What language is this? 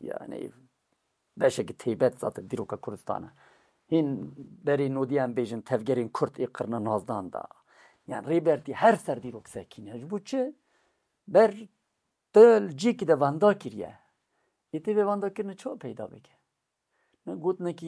Kurdish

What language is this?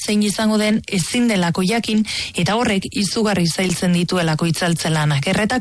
Basque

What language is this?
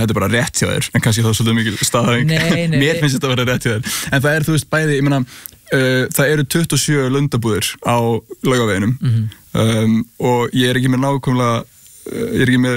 Icelandic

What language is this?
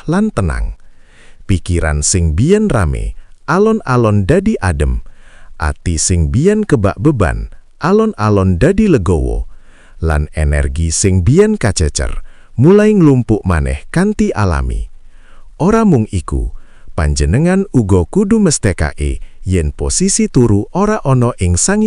Javanese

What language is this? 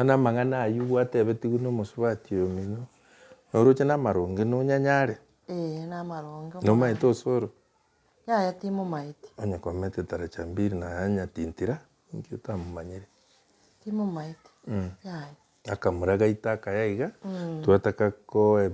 Gusii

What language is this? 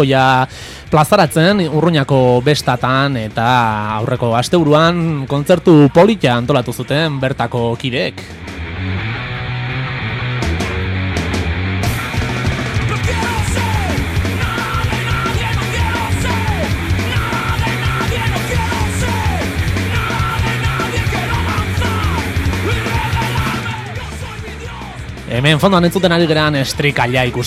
Basque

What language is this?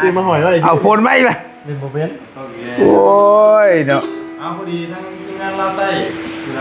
Northeastern Thai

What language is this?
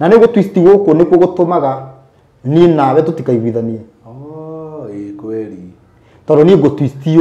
Kikuyu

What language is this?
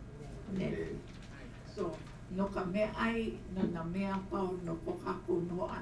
Hawaiian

